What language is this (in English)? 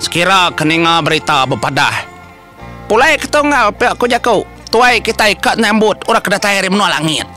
Iban